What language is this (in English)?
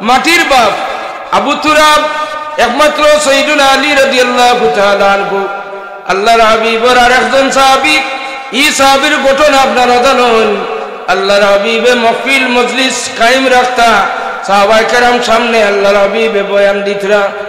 Sylheti